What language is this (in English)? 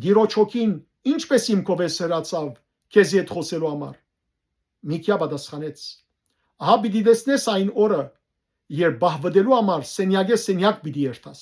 Western Armenian